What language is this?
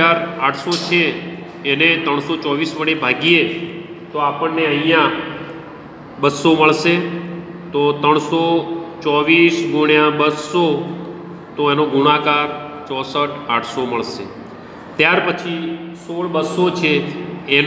Gujarati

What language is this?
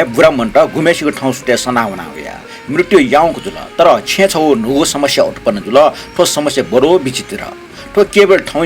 Newari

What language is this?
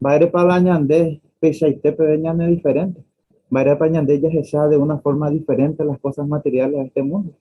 Guarani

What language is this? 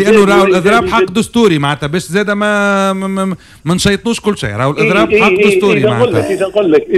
Tunisian Arabic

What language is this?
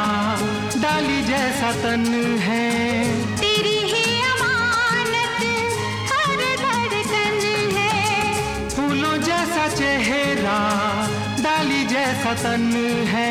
Hindi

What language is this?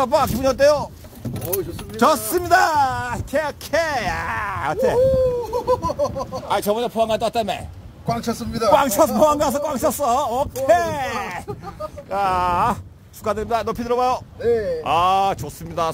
Korean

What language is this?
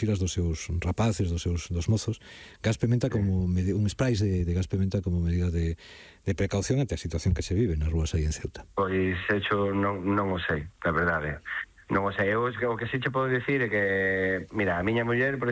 Galician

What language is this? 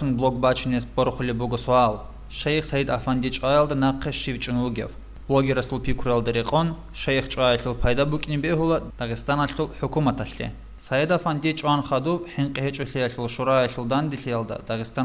Avaric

